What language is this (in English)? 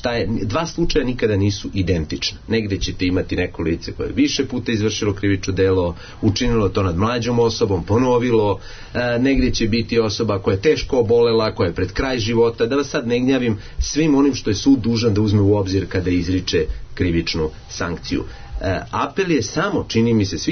Serbian